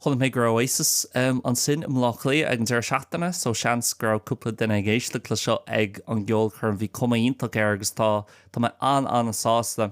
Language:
Irish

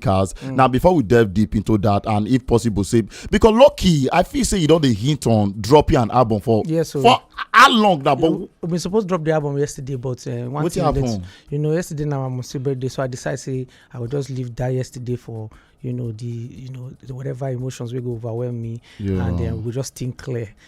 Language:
Nigerian Pidgin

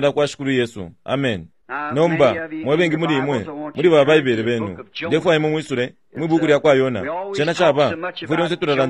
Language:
Bemba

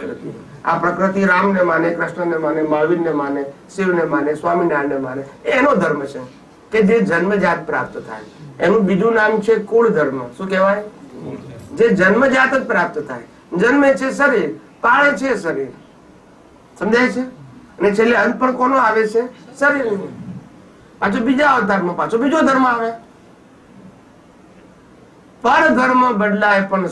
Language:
Gujarati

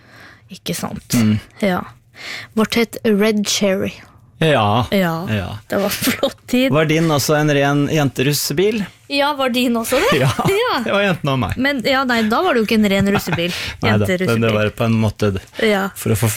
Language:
Norwegian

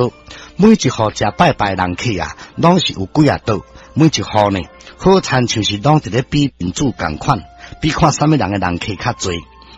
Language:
Min Nan Chinese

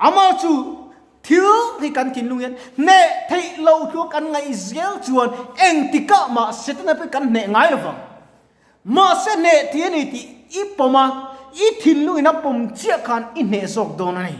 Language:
Mizo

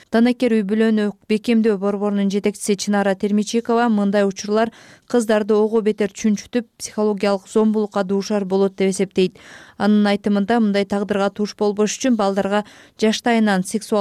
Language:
Kyrgyz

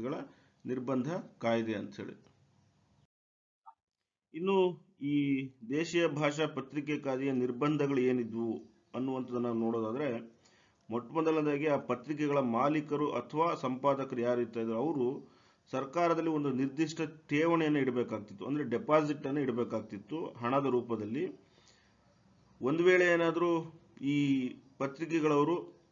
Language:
Kannada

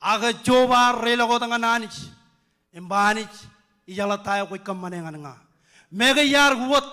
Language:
Marshallese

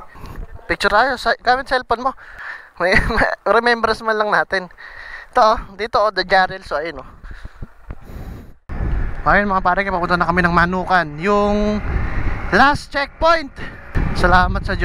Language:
Filipino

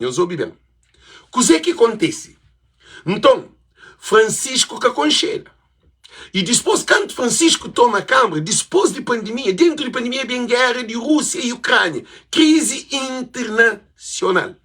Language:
Kabuverdianu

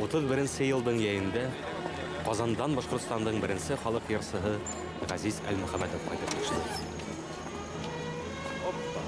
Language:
Bashkir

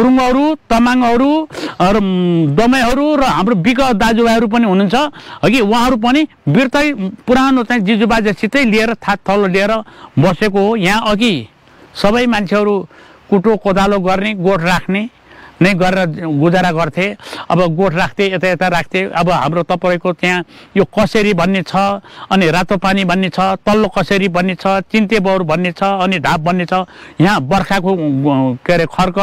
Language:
Nepali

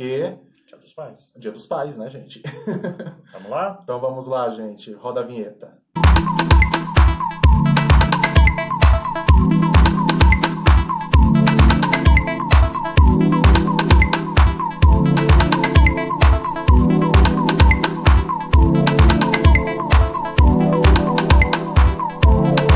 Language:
Portuguese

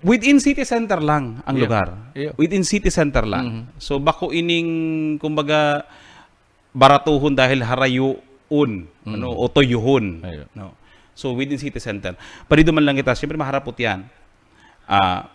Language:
Bikol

